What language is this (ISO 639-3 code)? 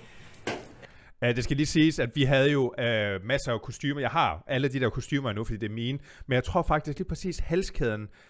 dan